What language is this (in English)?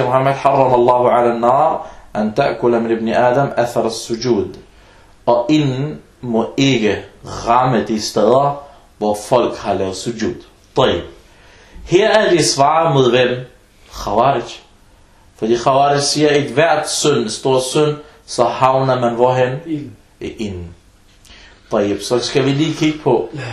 Danish